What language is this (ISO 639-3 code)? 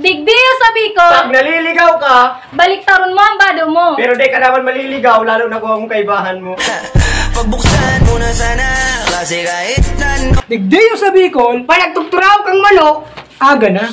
bik